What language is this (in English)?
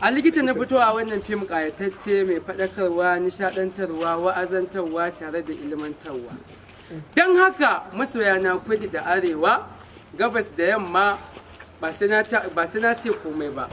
Hausa